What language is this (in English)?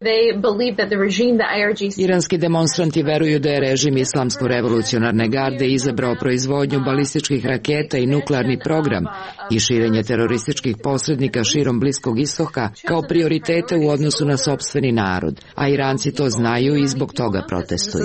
Serbian